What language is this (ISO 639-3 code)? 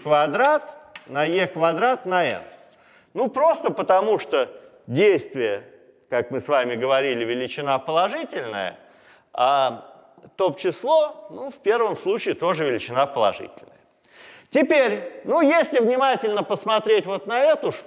rus